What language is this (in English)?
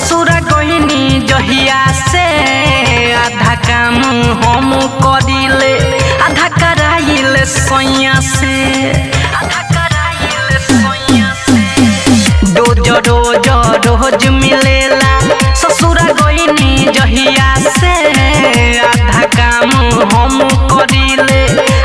Bhojpuri